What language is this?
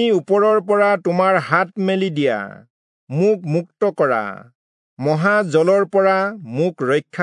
Assamese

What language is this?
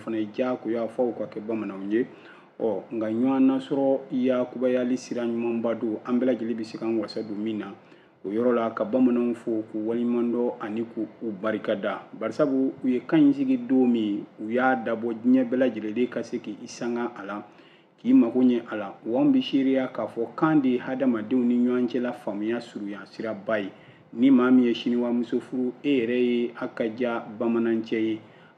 Bambara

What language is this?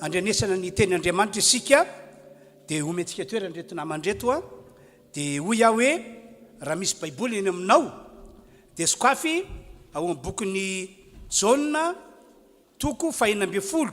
Malagasy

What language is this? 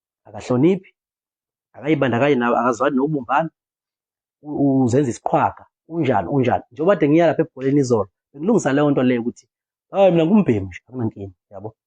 Zulu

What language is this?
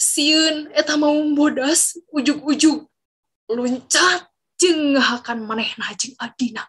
Sundanese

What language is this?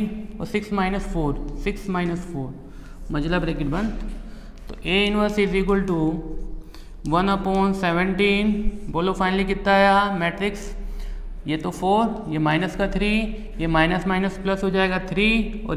Hindi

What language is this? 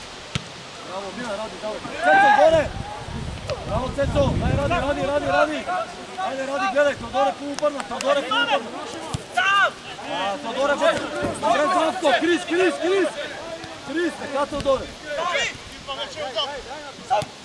Bulgarian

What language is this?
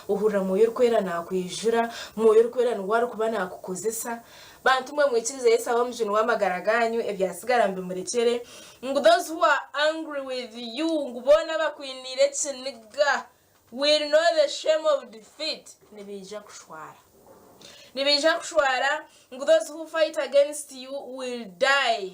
Nyankole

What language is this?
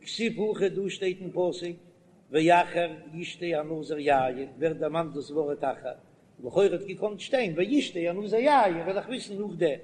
Yiddish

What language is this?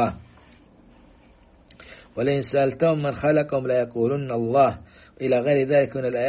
Arabic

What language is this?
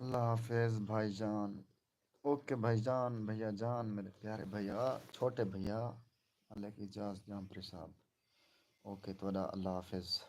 Saraiki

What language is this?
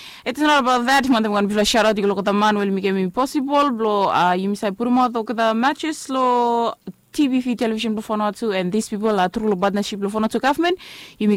Bislama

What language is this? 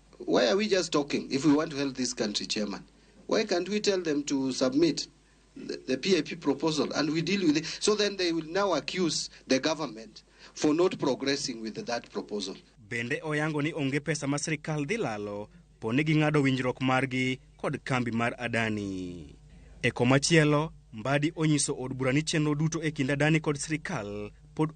Luo (Kenya and Tanzania)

